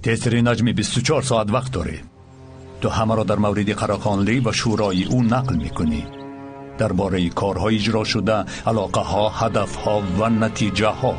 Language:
Tajik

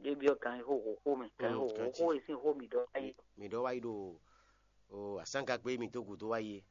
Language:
Fon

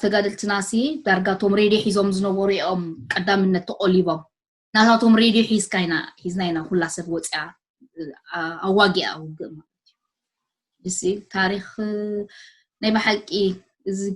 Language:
Tigrinya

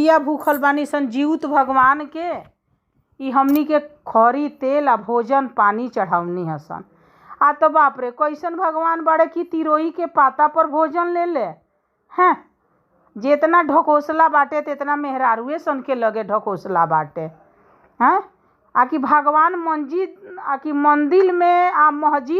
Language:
Bhojpuri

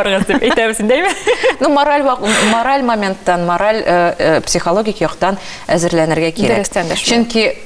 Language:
Tatar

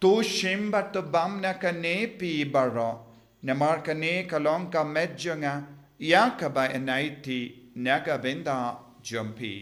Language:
Khasi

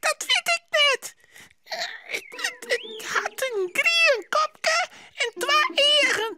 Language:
Western Frisian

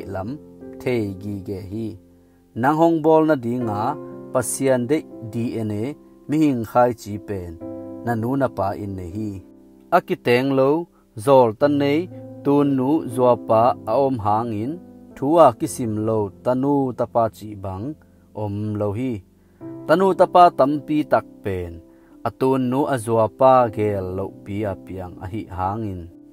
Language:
Tedim Chin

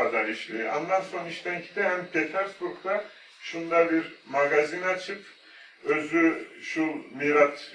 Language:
Tatar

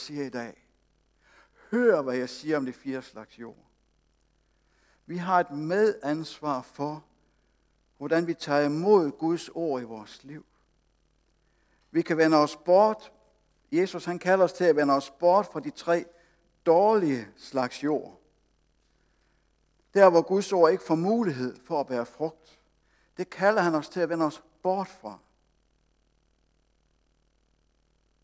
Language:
Danish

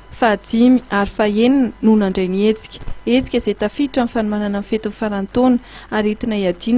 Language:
Malagasy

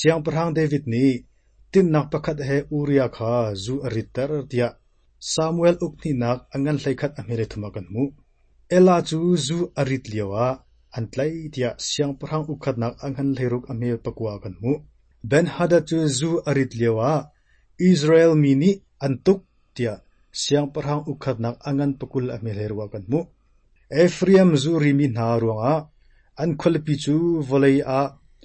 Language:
Hakha Chin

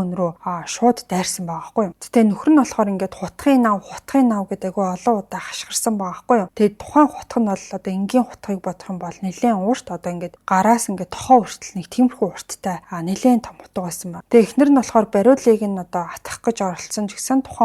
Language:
Mongolian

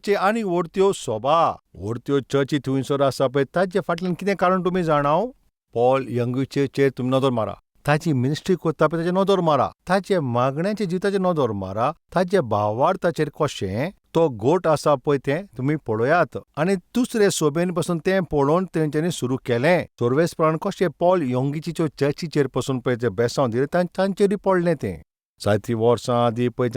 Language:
Konkani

